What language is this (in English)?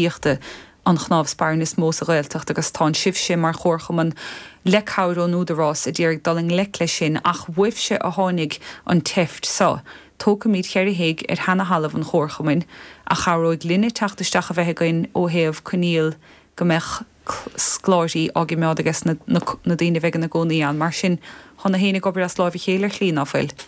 Irish